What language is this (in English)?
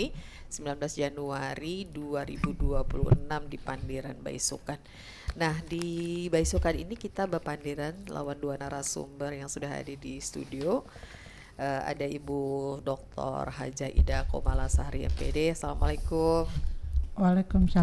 Banjar